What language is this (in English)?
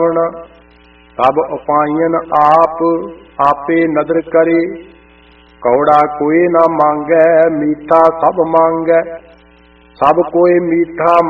Punjabi